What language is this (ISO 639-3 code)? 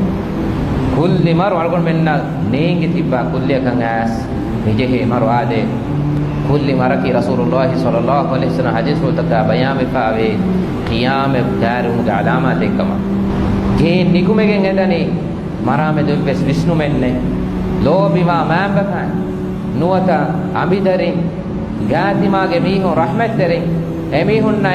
div